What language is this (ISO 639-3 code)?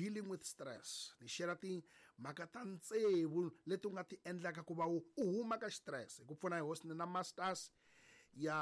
tso